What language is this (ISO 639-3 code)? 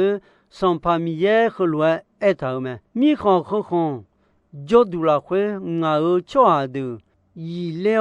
ahk